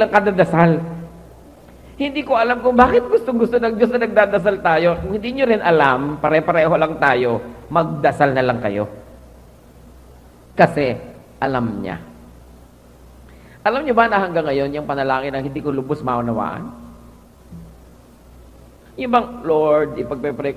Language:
Filipino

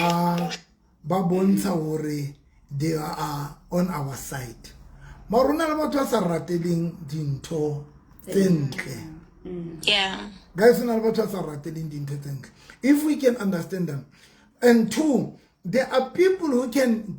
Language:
Southern Sotho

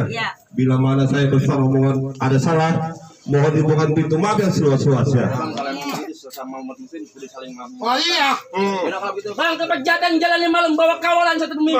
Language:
Betawi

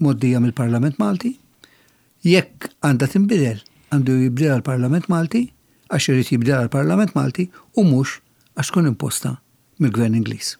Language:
Maltese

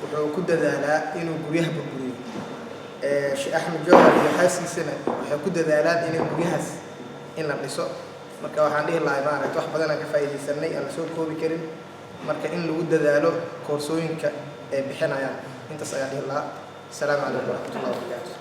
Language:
Somali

